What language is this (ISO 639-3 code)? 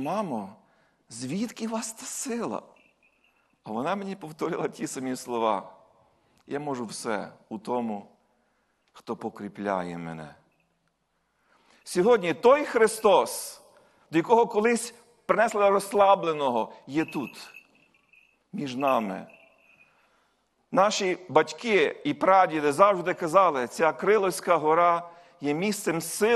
ukr